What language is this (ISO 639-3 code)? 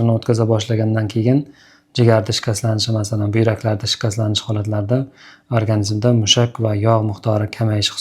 uzb